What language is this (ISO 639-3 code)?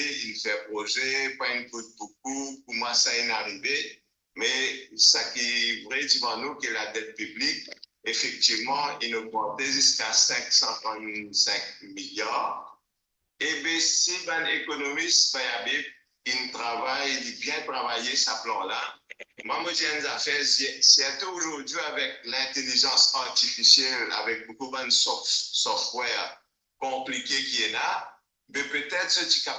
mfe